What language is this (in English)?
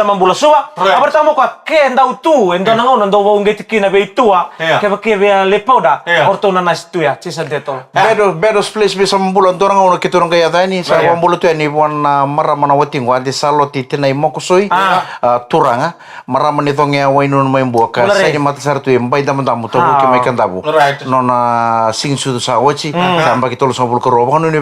Fijian